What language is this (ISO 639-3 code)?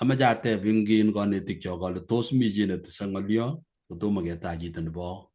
kln